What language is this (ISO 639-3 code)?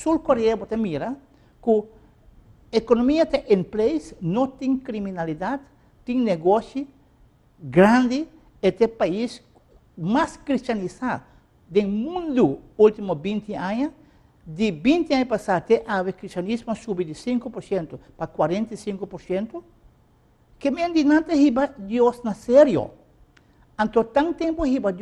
pap